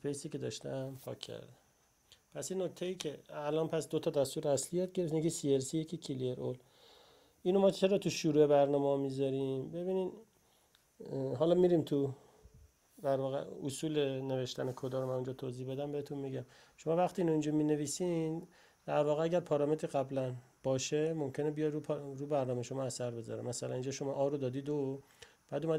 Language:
Persian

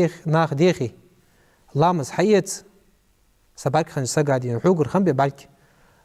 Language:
Ingush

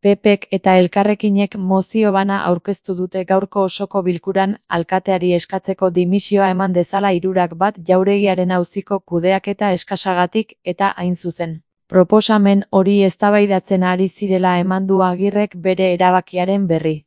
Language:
Basque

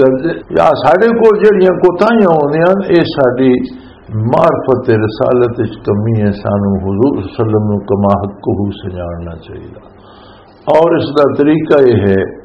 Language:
Western Panjabi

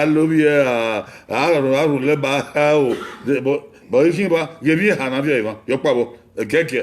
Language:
Bini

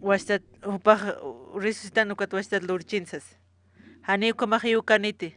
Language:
Aymara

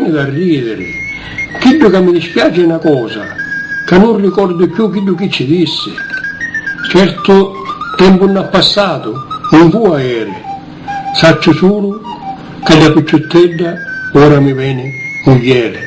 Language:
Sicilian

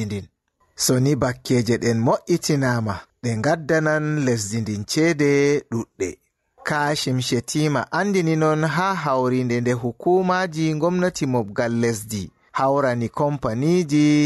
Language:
Fula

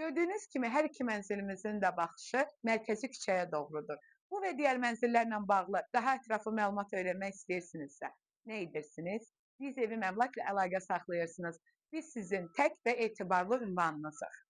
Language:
Azerbaijani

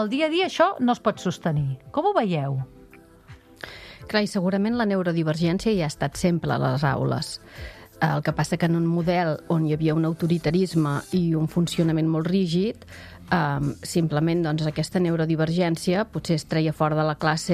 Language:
Catalan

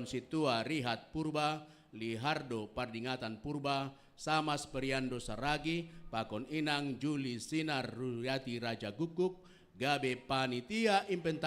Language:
Batak Simalungun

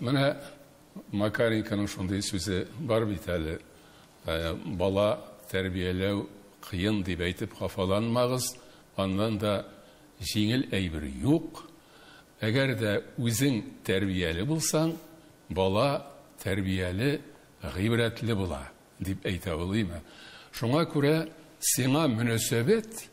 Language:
Tatar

